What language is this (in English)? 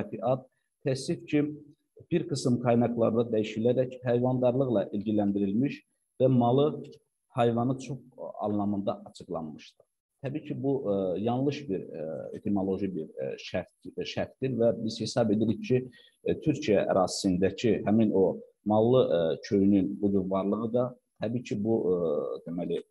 Turkish